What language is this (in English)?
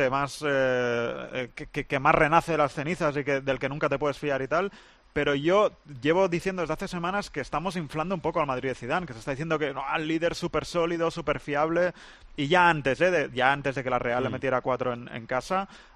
Spanish